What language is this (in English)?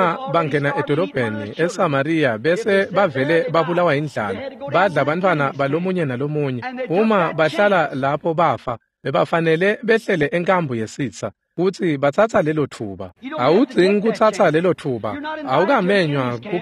Swati